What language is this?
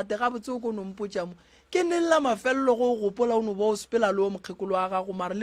Northern Sotho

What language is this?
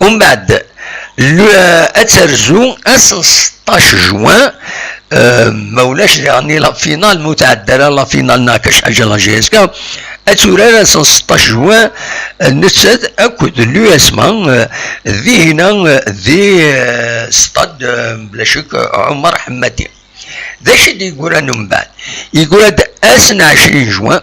Kabyle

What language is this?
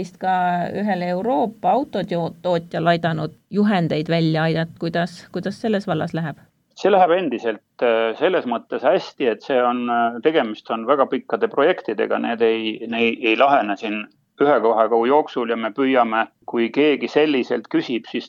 Estonian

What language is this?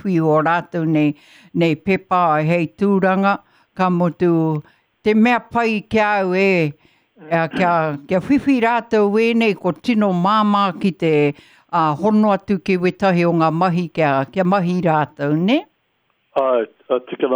Māori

